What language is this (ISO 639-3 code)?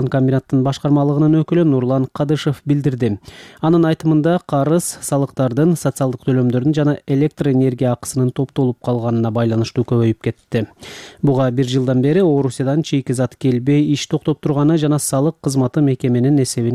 kir